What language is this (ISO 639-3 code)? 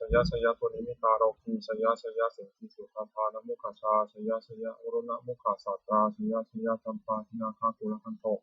pli